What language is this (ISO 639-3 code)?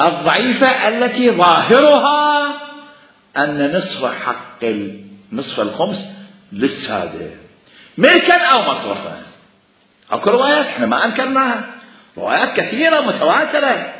acm